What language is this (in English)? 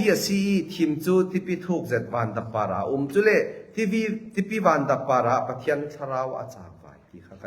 Falam Chin